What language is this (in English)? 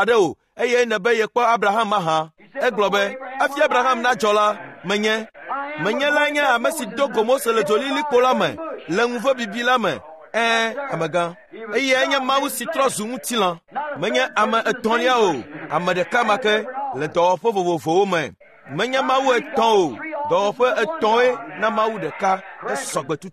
Ewe